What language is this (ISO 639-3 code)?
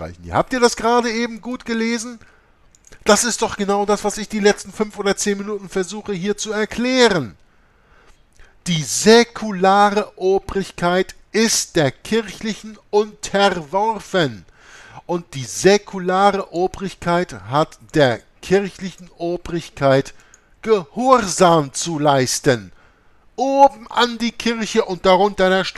deu